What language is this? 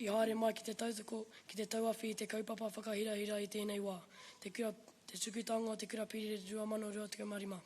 Māori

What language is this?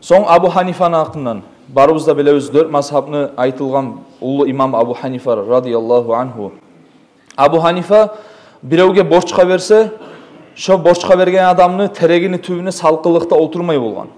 Kumyk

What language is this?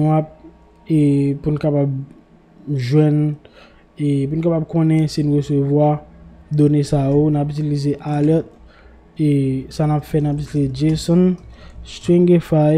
Haitian Creole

